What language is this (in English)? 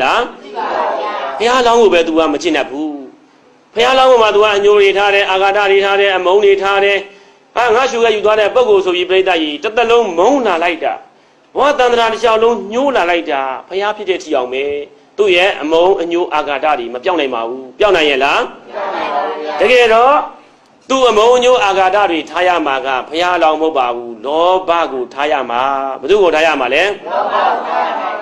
Burmese